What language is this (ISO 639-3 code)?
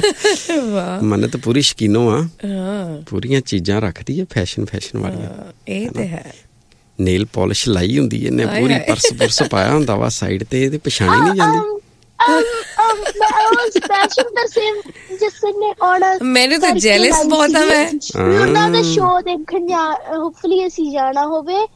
pan